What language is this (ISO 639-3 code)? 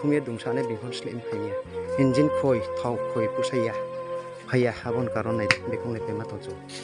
ria